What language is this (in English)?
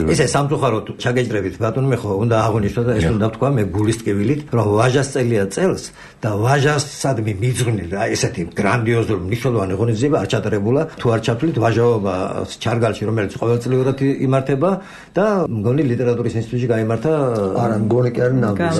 Georgian